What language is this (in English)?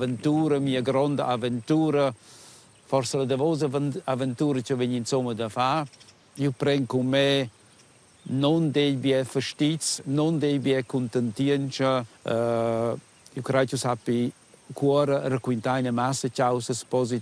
Romansh